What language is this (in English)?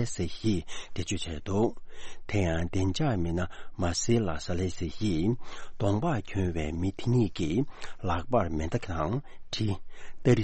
Tibetan